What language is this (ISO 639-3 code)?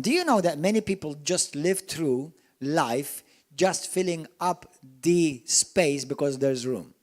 eng